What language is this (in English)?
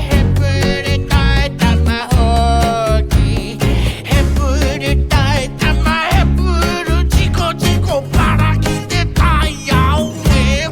Māori